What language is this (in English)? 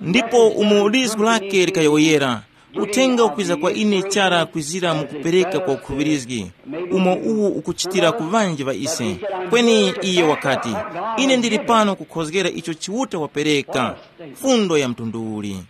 Tumbuka